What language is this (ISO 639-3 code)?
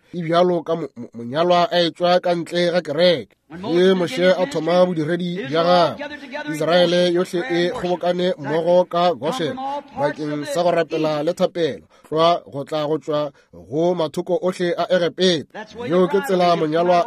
nso